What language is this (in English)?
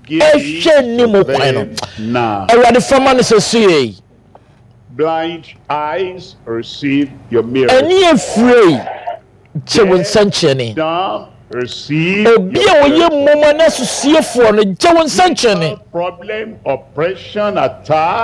Akan